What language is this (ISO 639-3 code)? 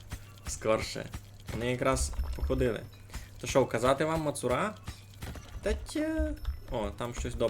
rue